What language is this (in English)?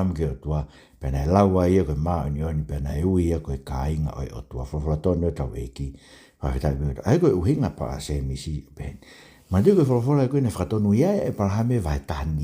Tongan